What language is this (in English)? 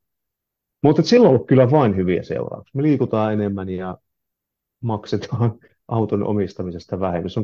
Finnish